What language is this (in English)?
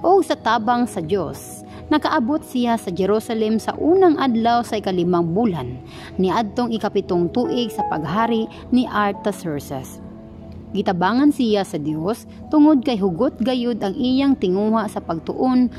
Cebuano